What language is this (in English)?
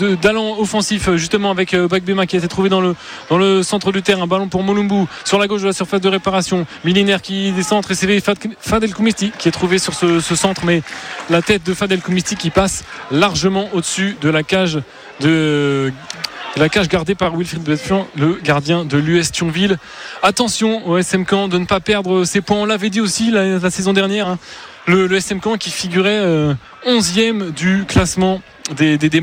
French